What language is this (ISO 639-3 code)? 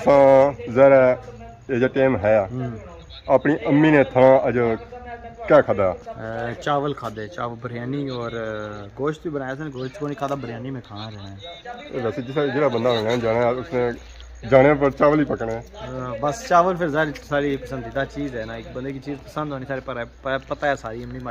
phr